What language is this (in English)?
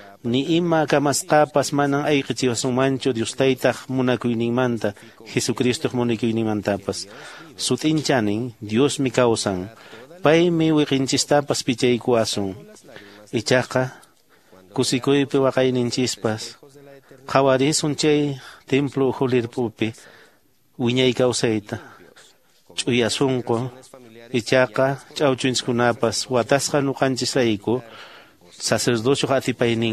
Quechua